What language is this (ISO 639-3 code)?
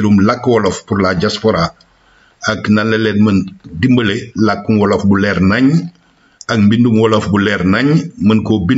wol